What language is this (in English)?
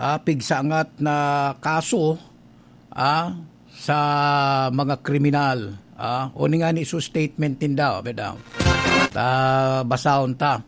Bikol